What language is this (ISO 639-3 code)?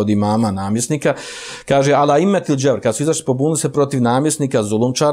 bos